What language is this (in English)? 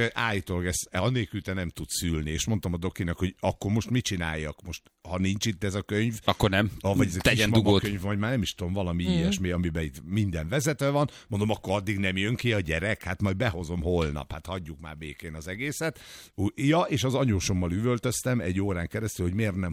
Hungarian